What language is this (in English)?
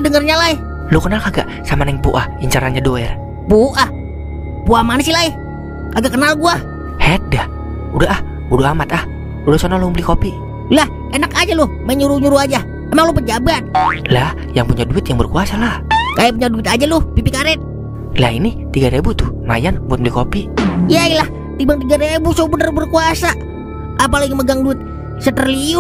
Betawi